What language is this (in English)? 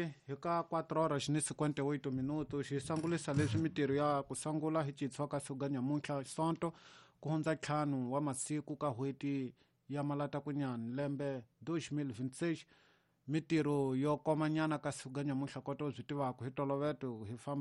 Tsonga